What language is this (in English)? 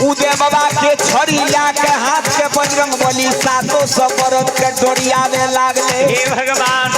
Maithili